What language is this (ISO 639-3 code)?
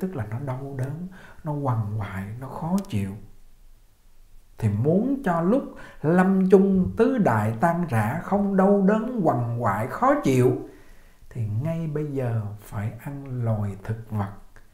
vie